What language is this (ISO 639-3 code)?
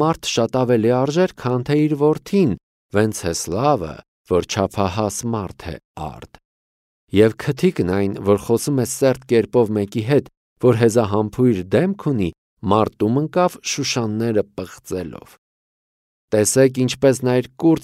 hye